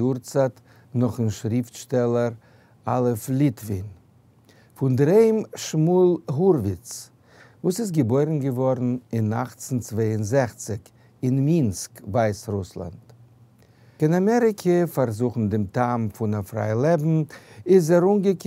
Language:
Yiddish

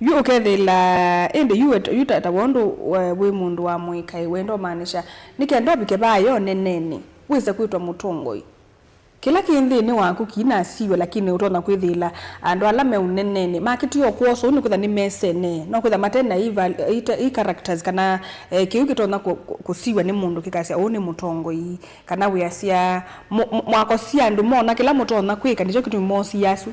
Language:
Kamba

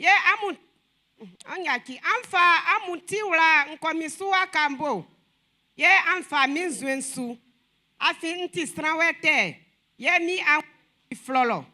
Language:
Baoulé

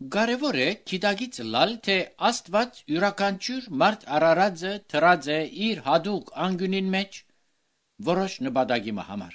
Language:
Armenian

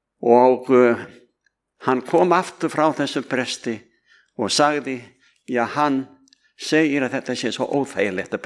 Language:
Icelandic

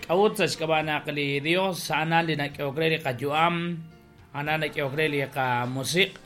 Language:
Kekchí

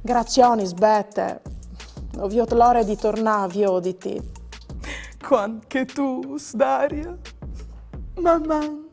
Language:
Friulian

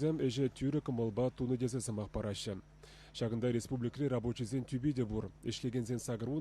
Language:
Chuvash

